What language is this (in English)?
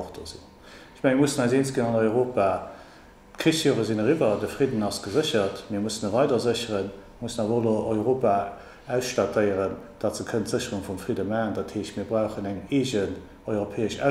Luxembourgish